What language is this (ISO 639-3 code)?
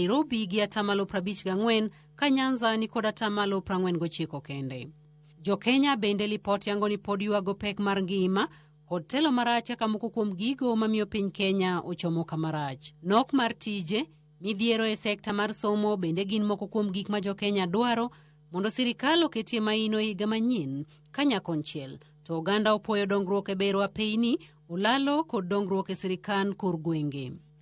luo